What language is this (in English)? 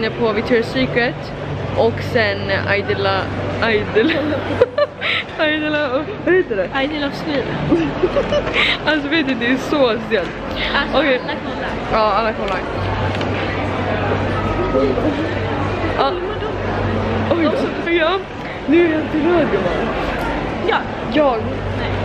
Swedish